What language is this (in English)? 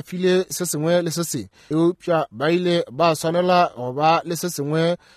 Northern Sotho